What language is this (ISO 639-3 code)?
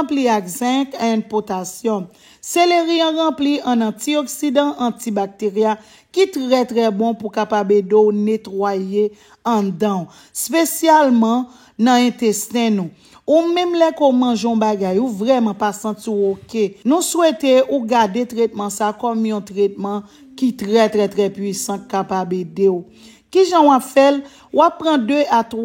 hat